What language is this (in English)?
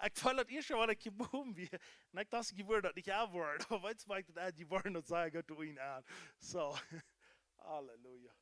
Plautdietsch